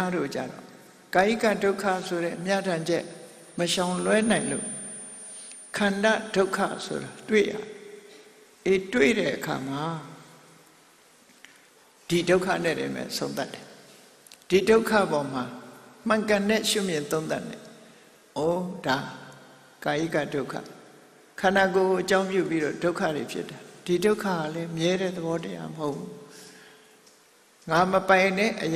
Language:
Burmese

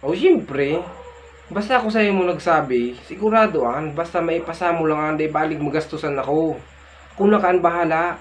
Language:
Bikol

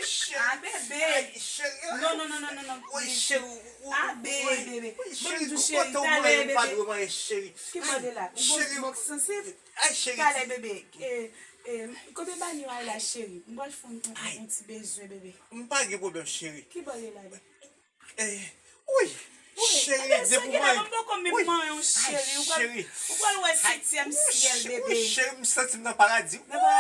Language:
Haitian Creole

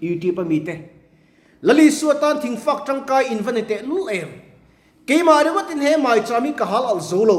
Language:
Mizo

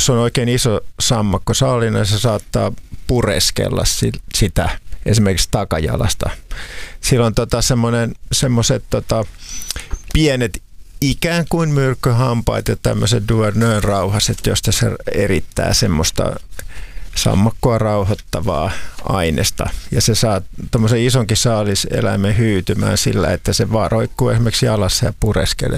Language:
Finnish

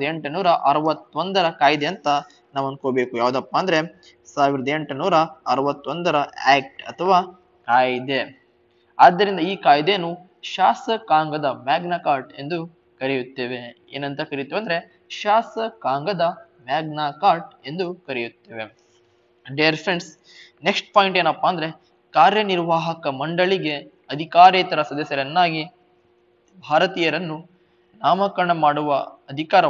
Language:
Kannada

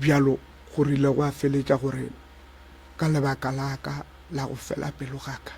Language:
Northern Sotho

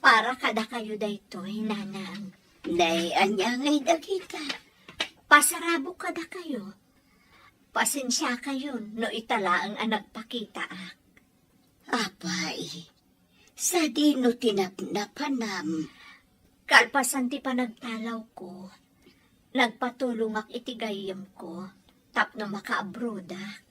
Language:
Iloko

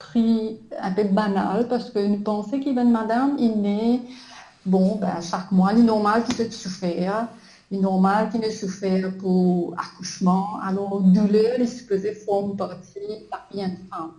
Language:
Morisyen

